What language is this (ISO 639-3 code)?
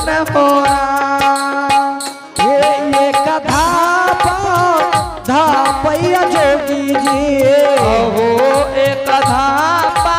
anp